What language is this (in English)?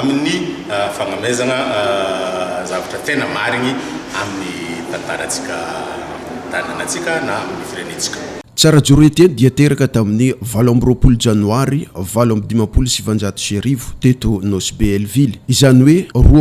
Malagasy